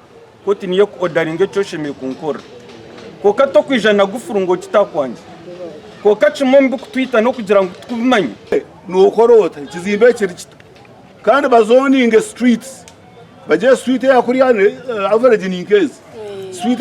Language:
Nyankole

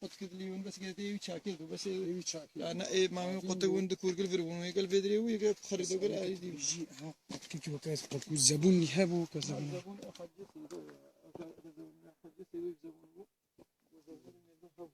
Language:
Kurdish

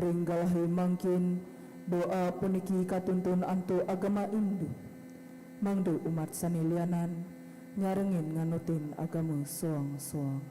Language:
Balinese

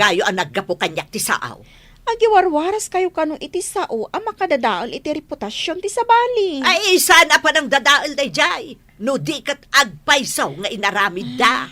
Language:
Iloko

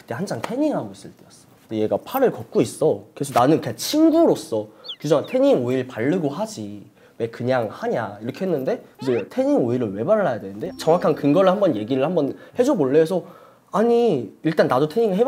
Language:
Korean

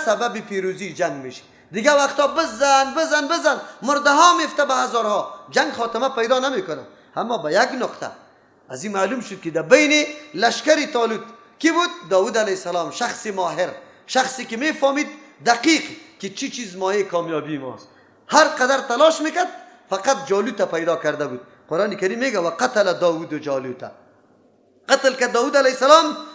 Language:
Persian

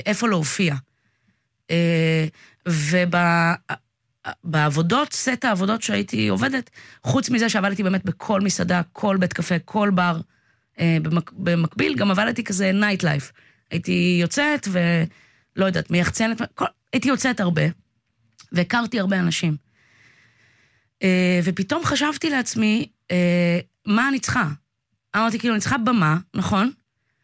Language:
Hebrew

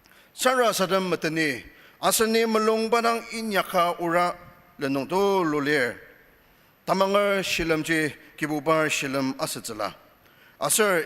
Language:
Ao Naga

